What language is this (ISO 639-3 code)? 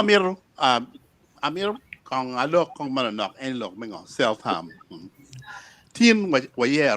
ach